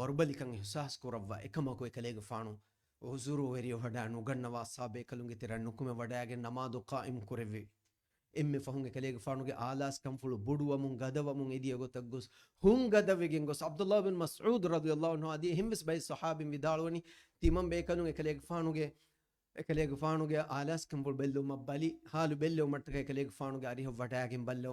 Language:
Divehi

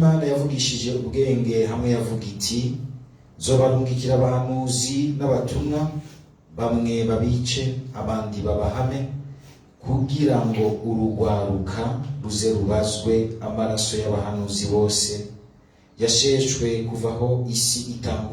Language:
Rundi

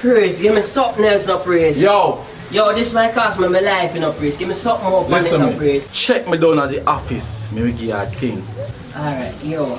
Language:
Jamaican Creole English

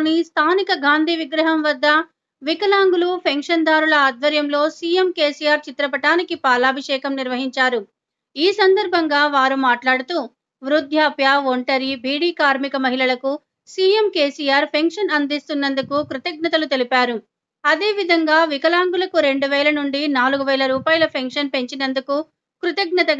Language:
Telugu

